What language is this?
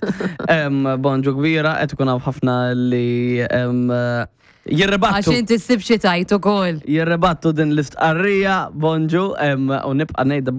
Maltese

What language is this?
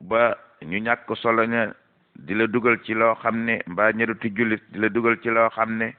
Wolof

